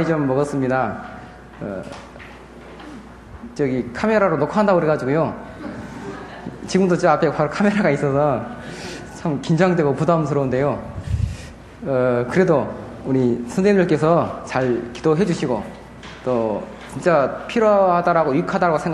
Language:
Korean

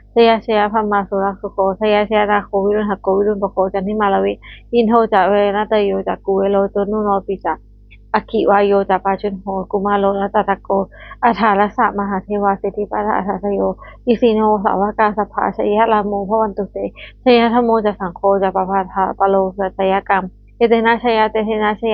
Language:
Pali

